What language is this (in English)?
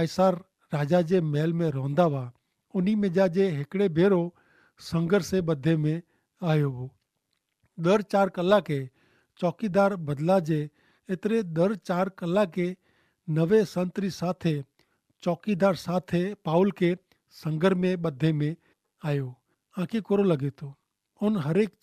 Kachhi